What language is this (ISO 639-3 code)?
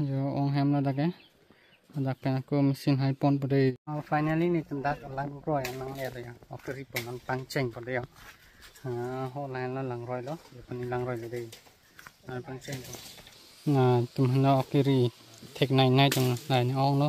mjw